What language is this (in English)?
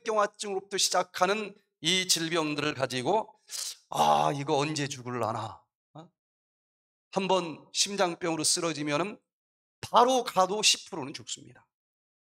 Korean